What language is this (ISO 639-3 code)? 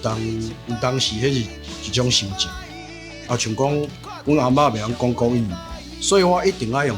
nan